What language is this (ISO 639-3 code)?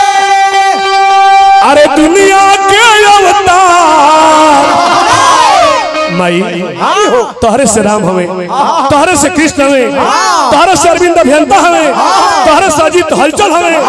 bho